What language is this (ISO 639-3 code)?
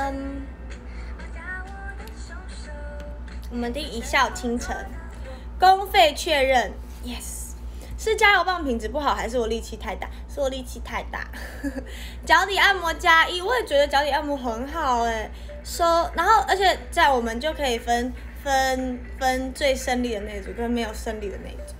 zho